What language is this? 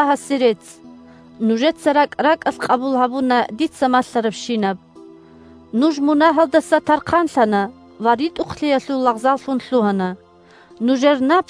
Avaric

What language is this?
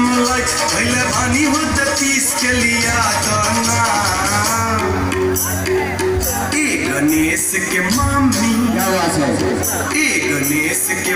Bhojpuri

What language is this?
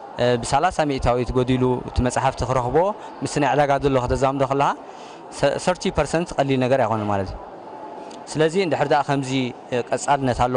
Tigrinya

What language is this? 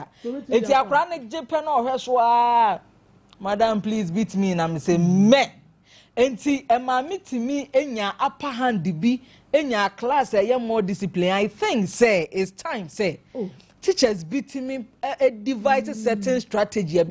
Akan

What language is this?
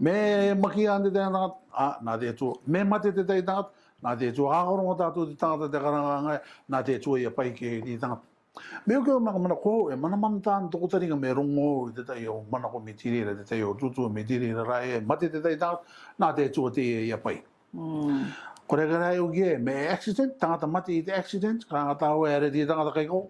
Rarotongan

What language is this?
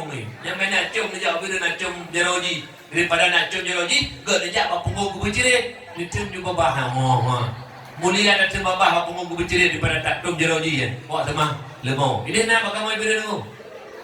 Achinese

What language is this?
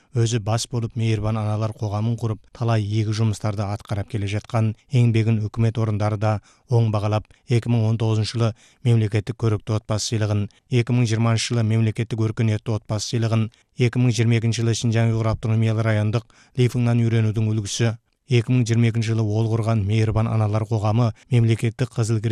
Kazakh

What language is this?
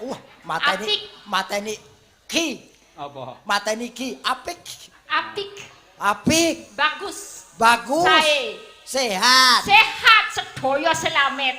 Javanese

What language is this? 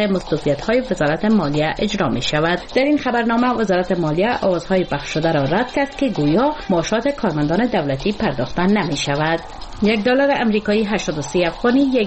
Persian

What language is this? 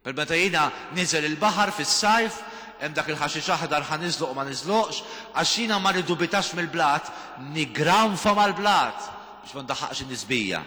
Maltese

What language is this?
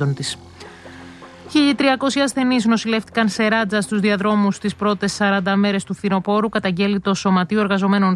Greek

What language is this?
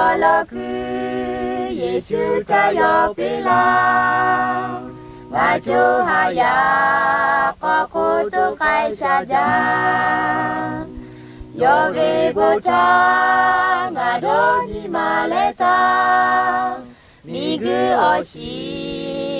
Lahu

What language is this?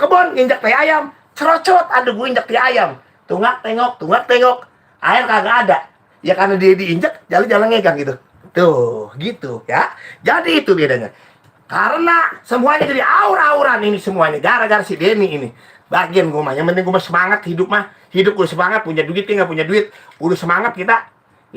Betawi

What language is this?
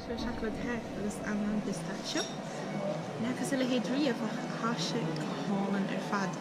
Irish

